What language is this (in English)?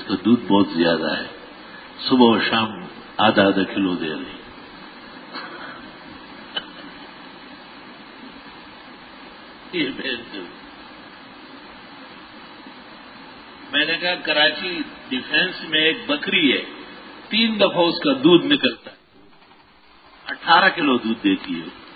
Urdu